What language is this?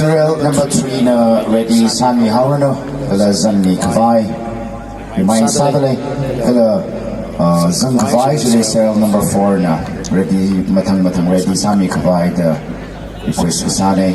Tangkhul Naga (India)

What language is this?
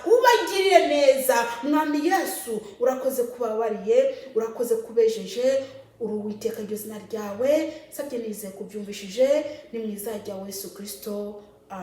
Kinyarwanda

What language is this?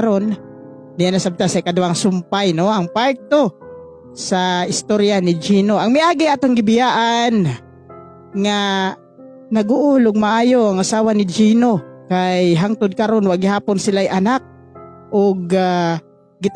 Cebuano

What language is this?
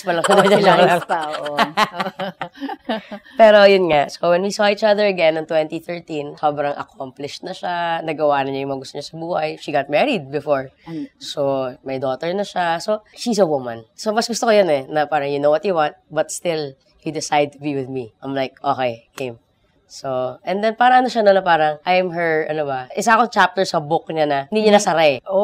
Filipino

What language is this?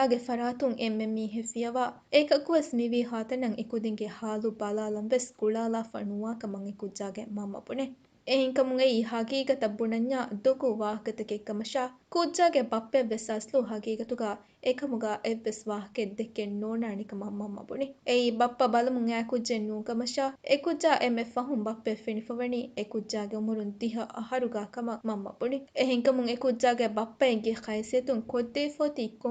Divehi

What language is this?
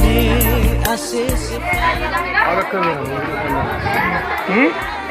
Nias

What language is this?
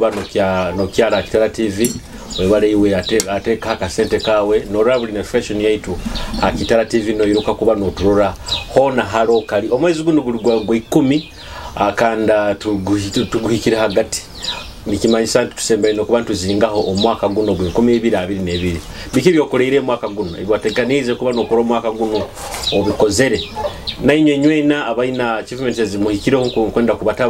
Nyoro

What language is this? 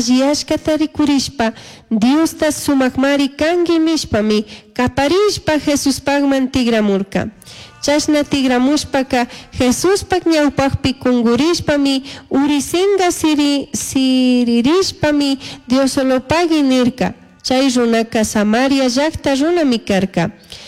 Chimborazo Highland Quichua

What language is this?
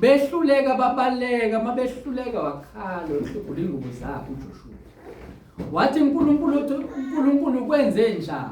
Zulu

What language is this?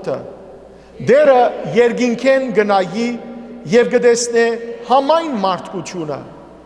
Western Armenian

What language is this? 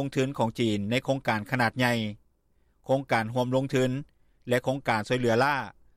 Lao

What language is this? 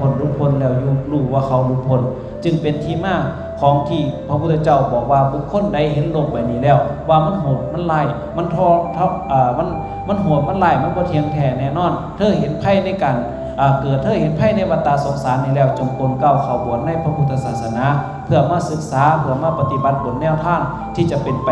Northeastern Thai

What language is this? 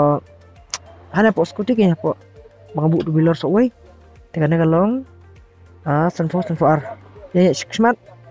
Khasi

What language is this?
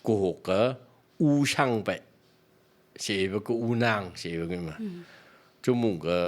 Phom Naga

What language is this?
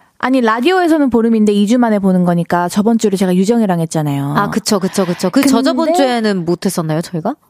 Korean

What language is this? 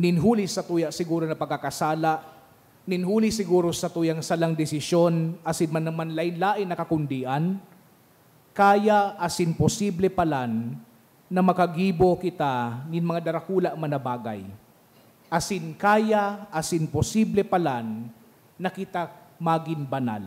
Bikol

